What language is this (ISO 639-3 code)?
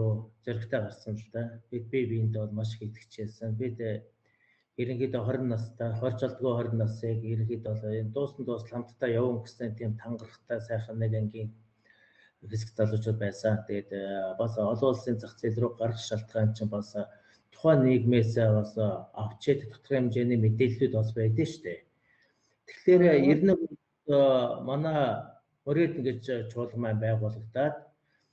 mon